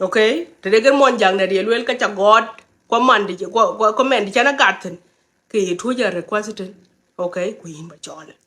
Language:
Nuer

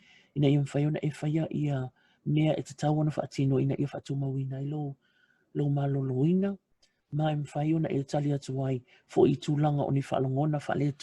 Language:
Samoan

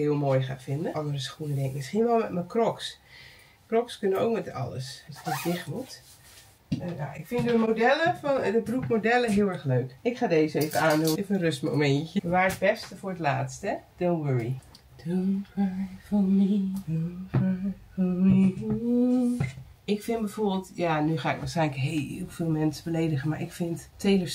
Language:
Dutch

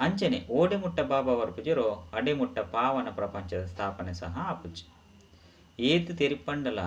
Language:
Tulu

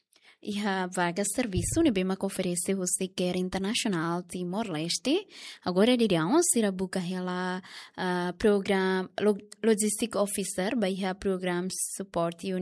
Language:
Tetum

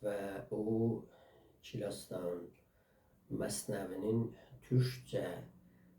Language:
South Azerbaijani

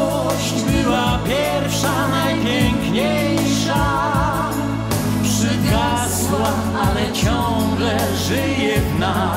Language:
Polish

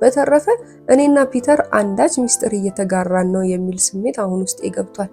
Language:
Amharic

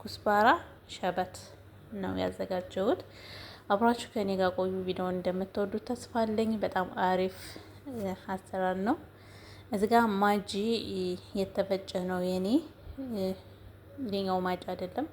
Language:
Amharic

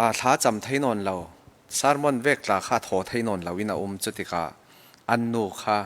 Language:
Falam Chin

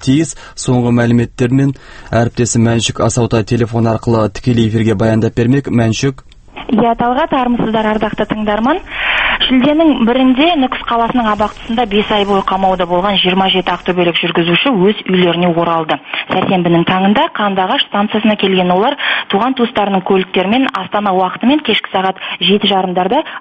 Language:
Kazakh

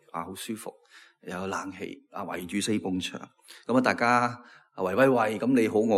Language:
Cantonese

